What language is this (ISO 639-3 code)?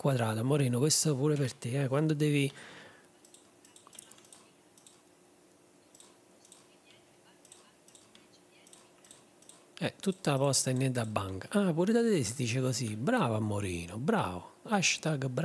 ita